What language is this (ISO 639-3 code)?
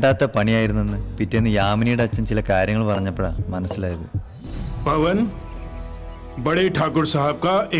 mal